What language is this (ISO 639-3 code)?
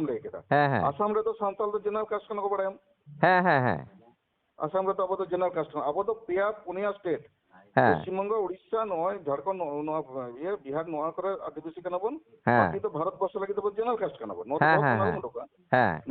sat